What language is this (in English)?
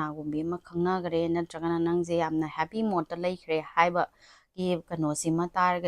Manipuri